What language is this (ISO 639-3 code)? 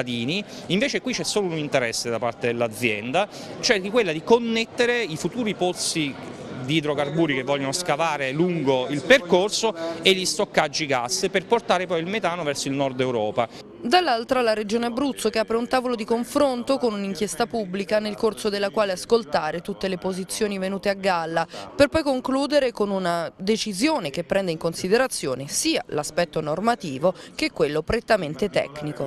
ita